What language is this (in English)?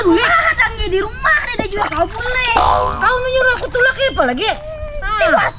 Banjar